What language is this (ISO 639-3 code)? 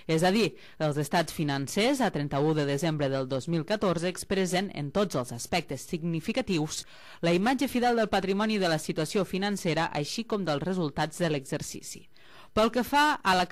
cat